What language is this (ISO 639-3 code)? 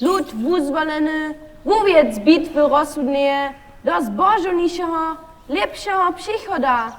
hsb